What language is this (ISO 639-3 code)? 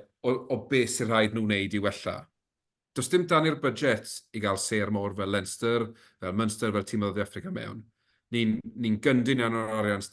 cym